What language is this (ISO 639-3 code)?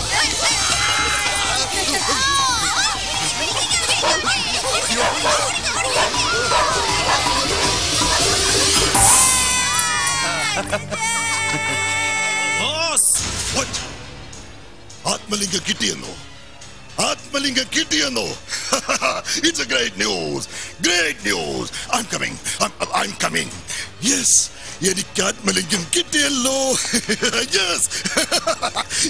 mal